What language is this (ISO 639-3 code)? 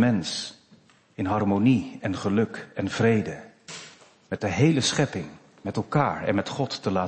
nld